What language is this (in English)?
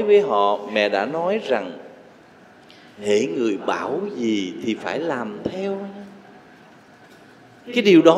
Vietnamese